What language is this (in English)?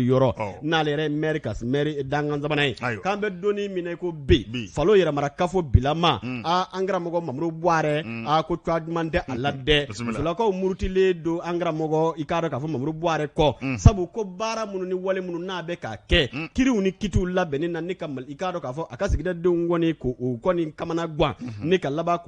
Bambara